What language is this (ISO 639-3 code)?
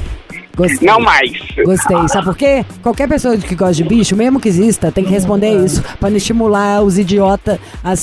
por